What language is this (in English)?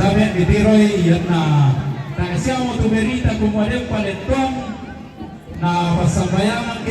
Toraja-Sa'dan